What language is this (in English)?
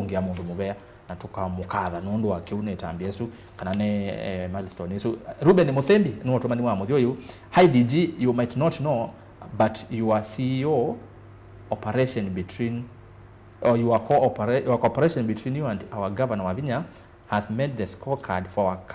Kamba